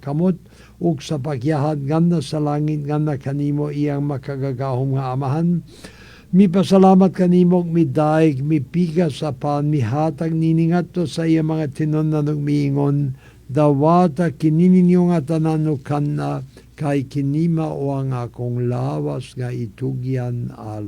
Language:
Cebuano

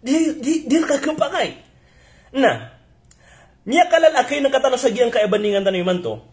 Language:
Maranao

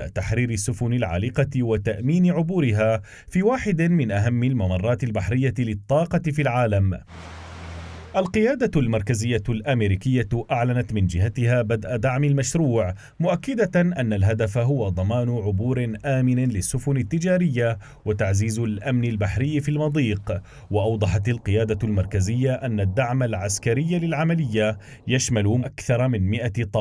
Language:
Arabic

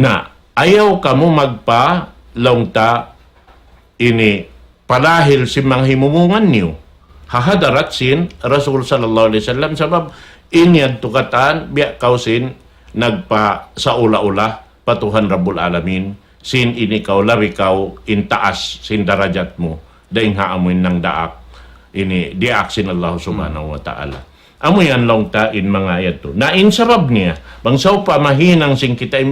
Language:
Tausug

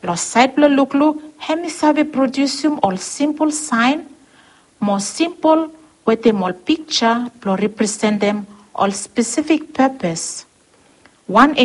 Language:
Bislama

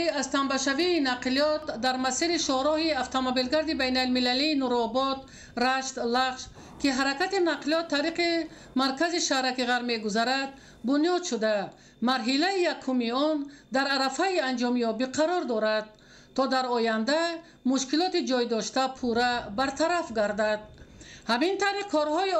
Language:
Tajik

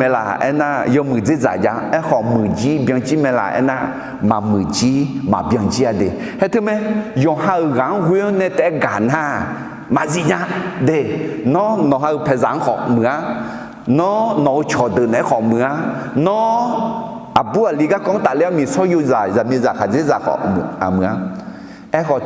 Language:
Akha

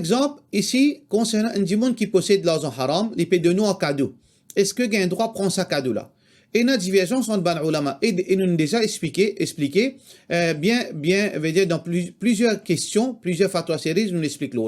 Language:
Morisyen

